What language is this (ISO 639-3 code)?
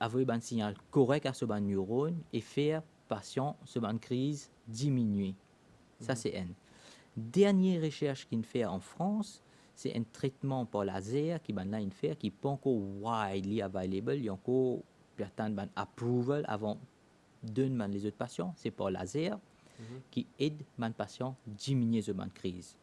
mfe